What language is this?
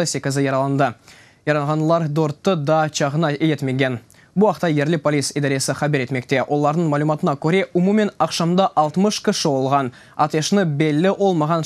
Crimean Tatar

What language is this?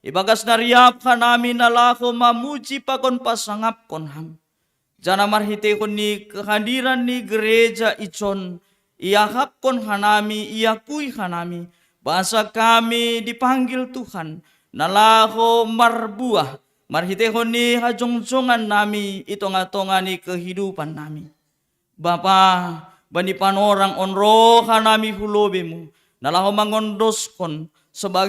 Batak Simalungun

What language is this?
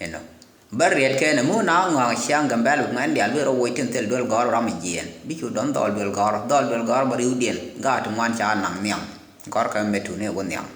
Nuer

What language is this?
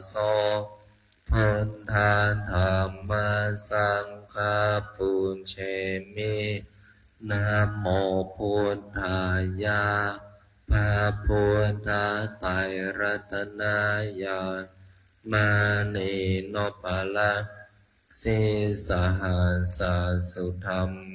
Pali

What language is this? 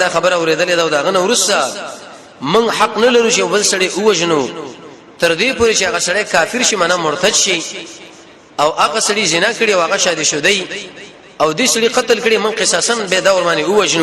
Pashto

